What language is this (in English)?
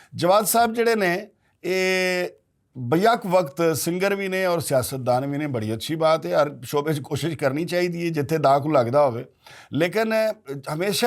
Western Panjabi